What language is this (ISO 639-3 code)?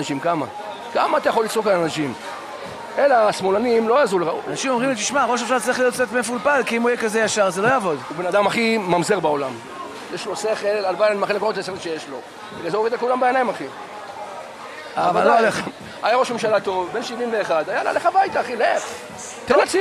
heb